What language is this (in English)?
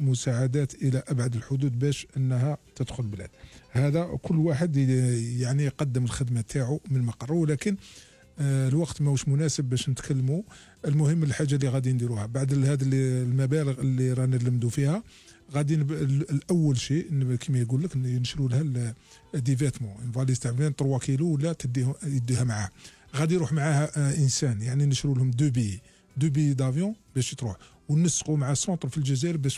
Algerian Arabic